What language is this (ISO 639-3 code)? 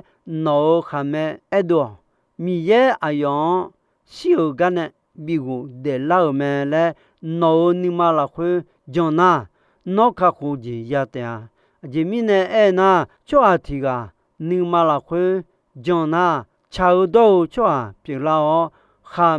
ahk